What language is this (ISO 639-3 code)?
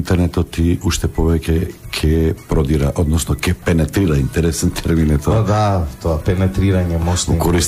mkd